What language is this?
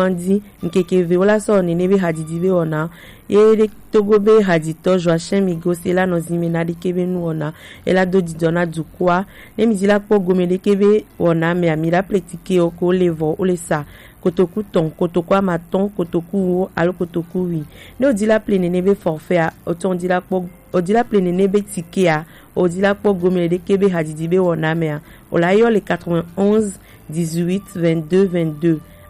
Gen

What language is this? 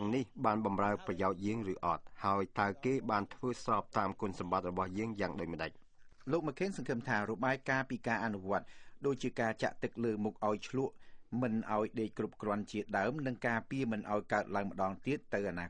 Khmer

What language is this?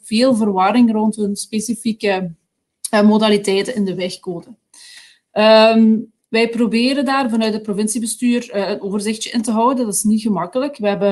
Dutch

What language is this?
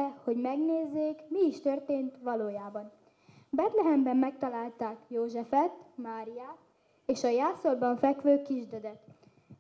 Hungarian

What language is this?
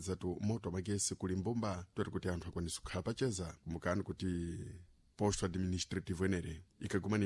Sena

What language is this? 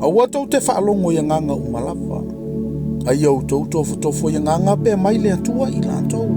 Samoan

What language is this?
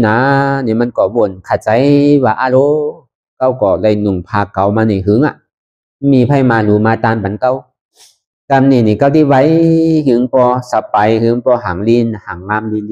Shan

